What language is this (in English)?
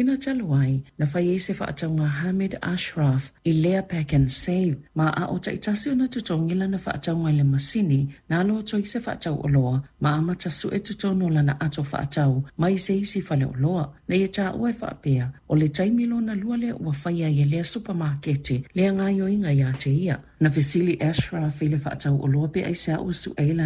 Samoan